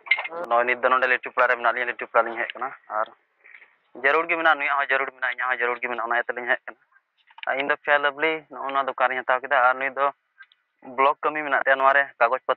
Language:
Santali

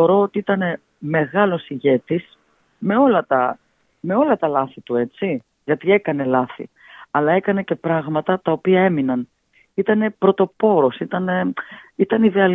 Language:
Greek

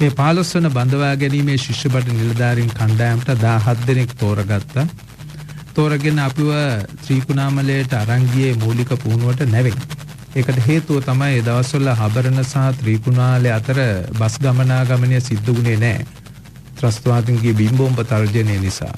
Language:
Sinhala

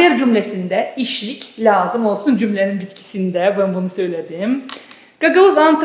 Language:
Gagauz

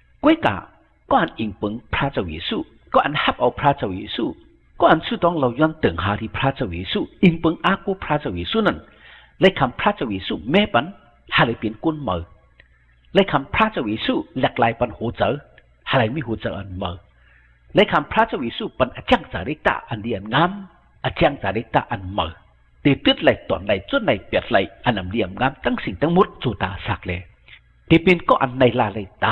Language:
Shan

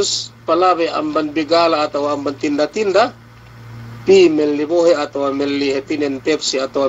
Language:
Yakan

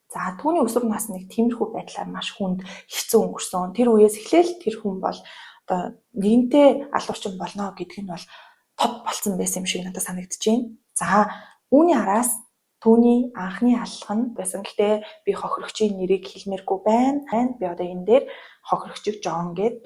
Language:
Mongolian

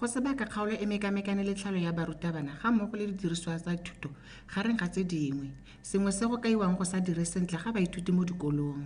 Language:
Tswana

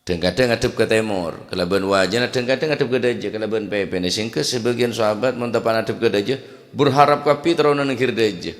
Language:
Madurese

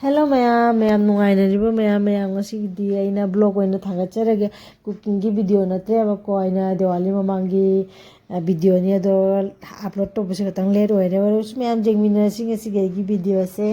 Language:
Manipuri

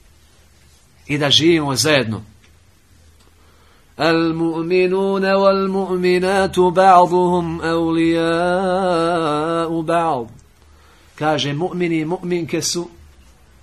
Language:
Bosnian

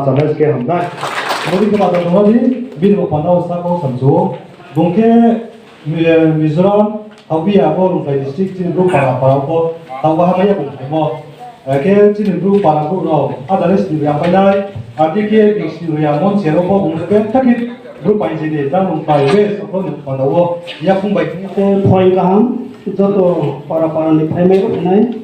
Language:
Riang (India)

